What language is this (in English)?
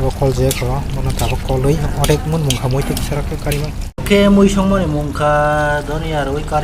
Kok Borok